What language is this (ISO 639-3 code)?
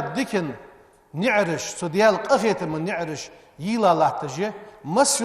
inh